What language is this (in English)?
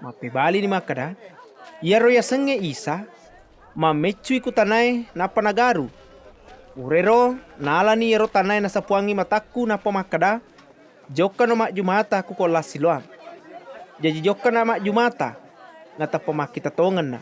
Buginese